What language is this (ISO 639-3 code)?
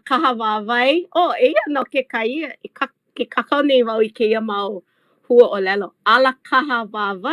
haw